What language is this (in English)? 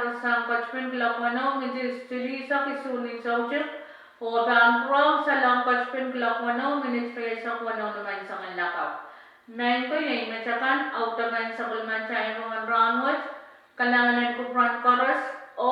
Pohnpeian